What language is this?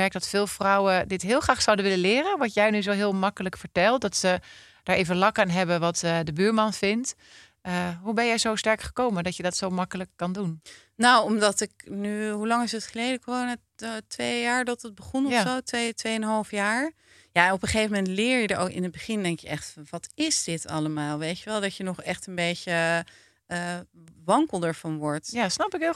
Dutch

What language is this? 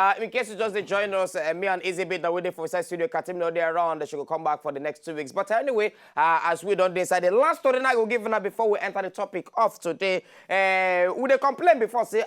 Nigerian Pidgin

